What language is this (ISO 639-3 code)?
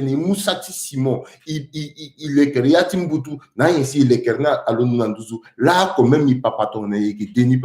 sag